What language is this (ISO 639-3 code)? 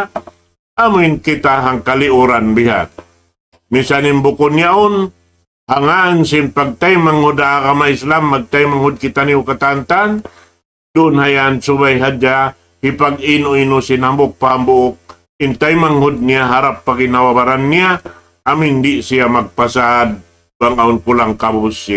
tsg